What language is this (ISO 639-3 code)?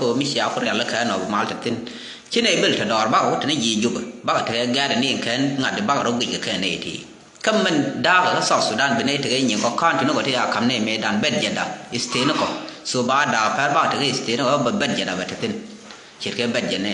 nus